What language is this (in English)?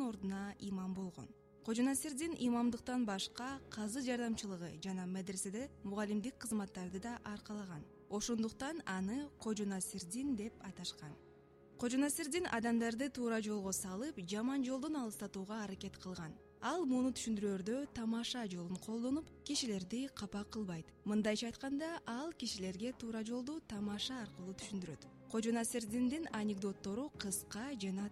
Kyrgyz